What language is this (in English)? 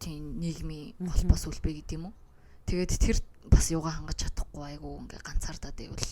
Mongolian